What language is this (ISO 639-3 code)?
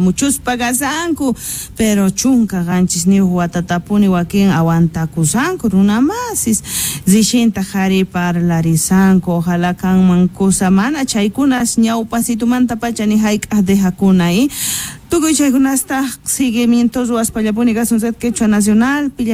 que